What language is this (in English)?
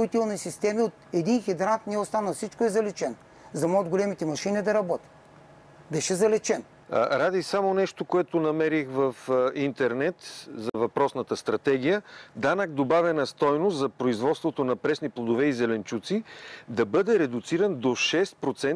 Bulgarian